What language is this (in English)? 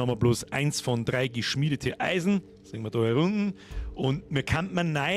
Bavarian